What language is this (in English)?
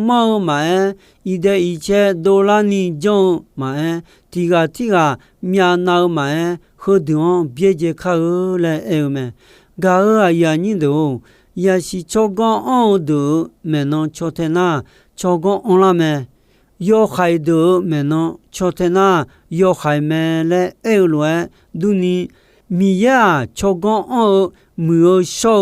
Akha